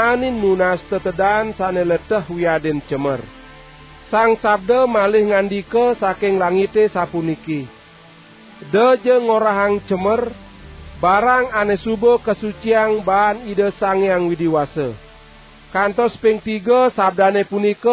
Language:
Balinese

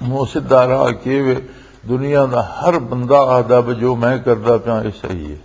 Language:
Western Panjabi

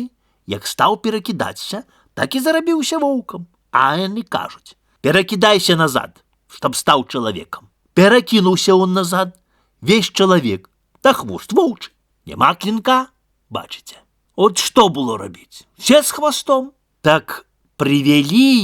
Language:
Belarusian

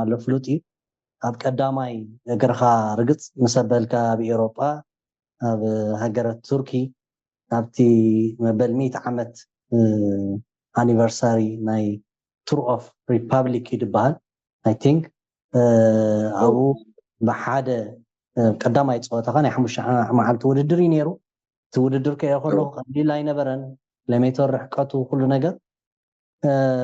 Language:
Tigrinya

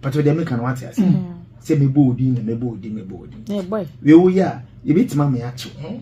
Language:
Akan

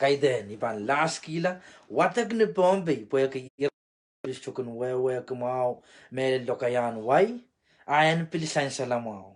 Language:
Pohnpeian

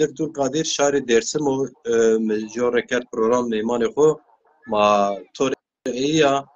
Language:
Zaza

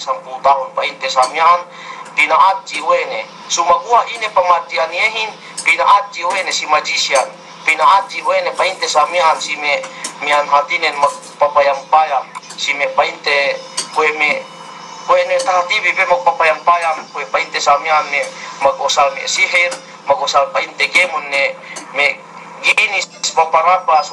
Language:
Yakan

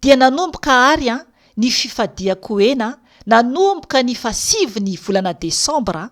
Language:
Malagasy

